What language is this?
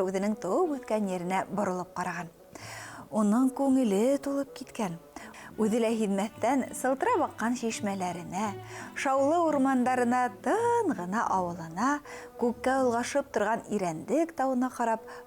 Bashkir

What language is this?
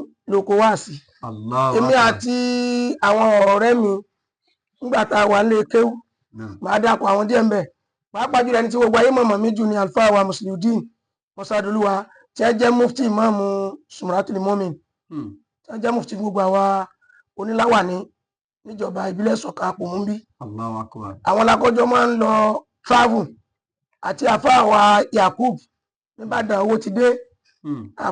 Yoruba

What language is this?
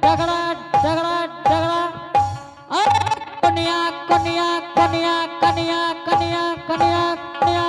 Angika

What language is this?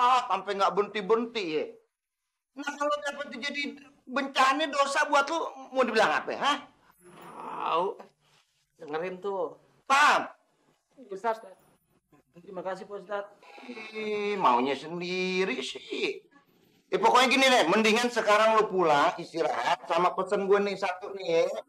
Betawi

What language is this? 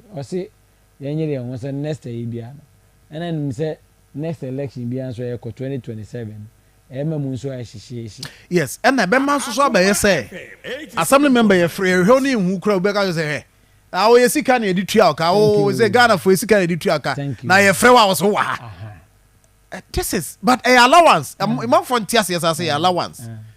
Akan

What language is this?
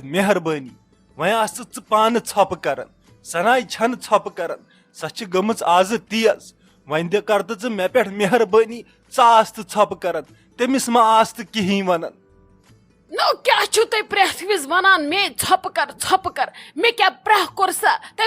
Kashmiri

